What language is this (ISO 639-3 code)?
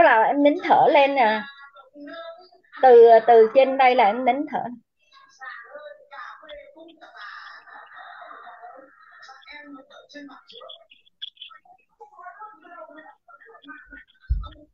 vie